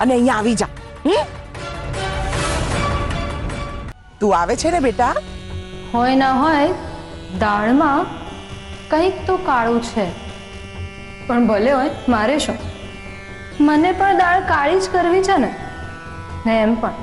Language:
Gujarati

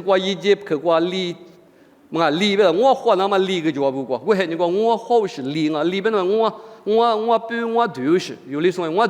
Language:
Lisu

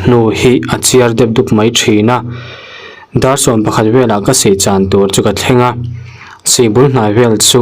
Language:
Mizo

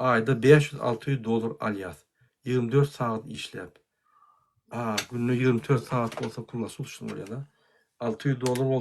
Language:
Turkmen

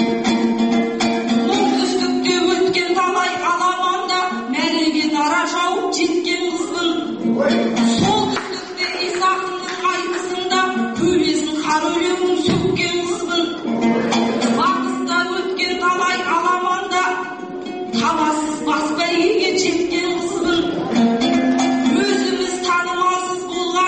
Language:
Kazakh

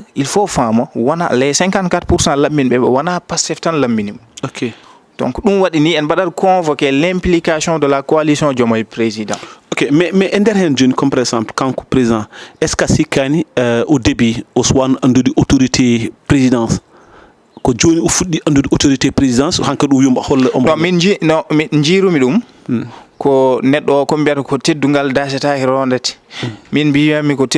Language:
Fula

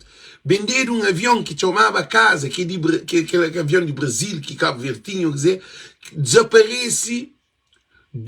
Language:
Kabuverdianu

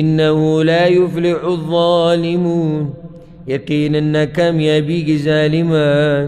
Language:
Pashto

